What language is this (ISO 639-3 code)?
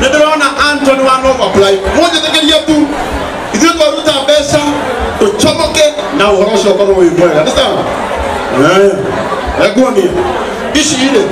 kik